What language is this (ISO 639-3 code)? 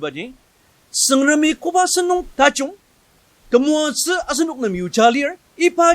njo